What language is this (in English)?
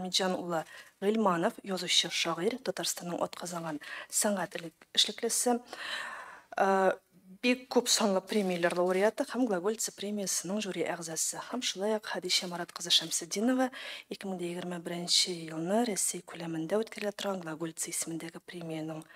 Tatar